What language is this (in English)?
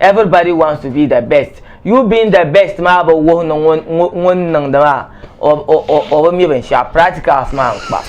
Dagbani